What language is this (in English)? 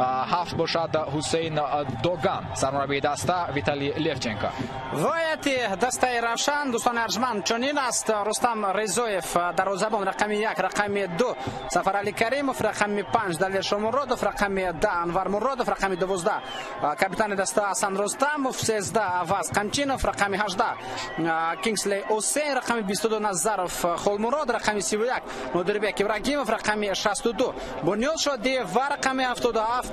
Tajik